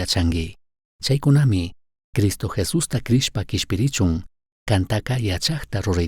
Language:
Chimborazo Highland Quichua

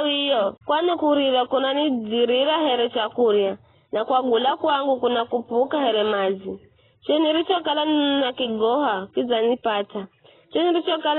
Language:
Giryama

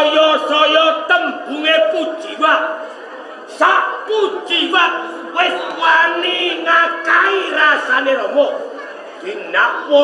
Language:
Javanese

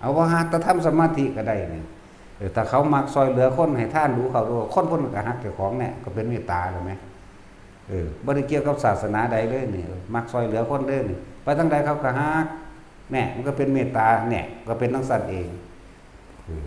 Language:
Northeastern Thai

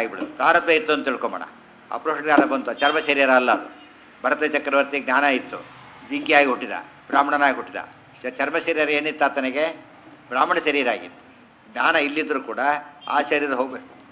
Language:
Kannada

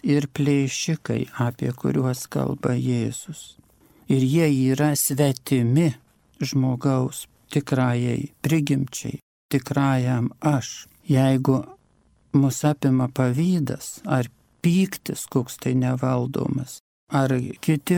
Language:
Lithuanian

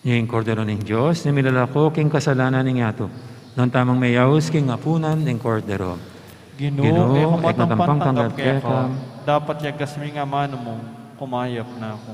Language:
Pampanga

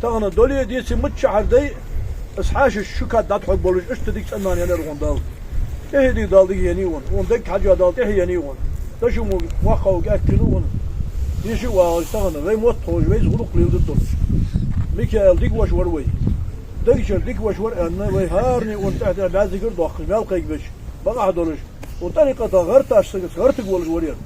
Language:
Ingush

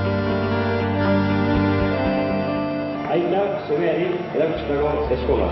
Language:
Basque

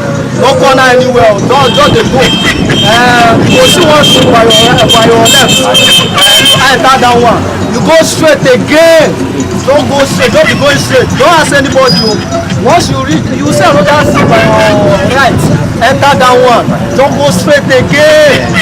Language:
Nigerian Pidgin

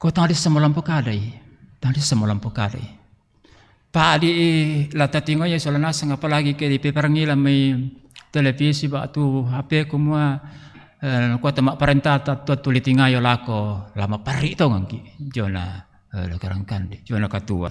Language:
Toraja-Sa'dan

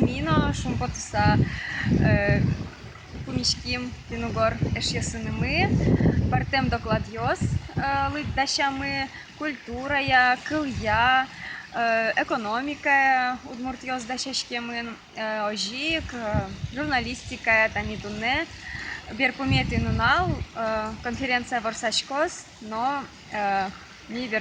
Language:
Udmurt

